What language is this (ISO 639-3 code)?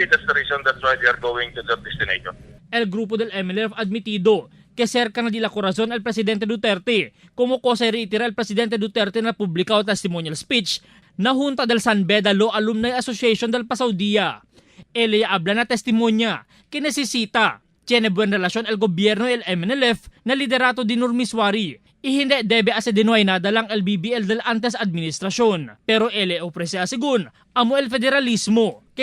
cbk